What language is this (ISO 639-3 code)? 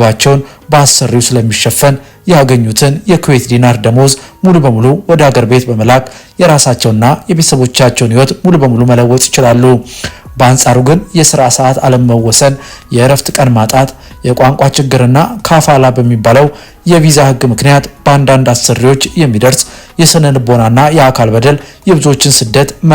amh